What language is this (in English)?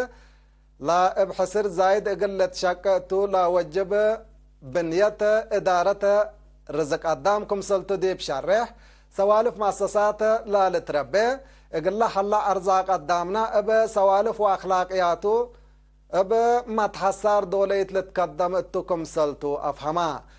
Tigre